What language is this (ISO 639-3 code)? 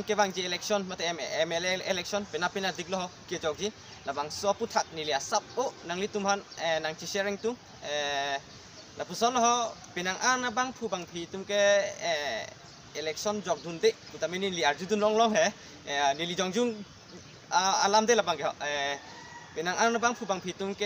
mjw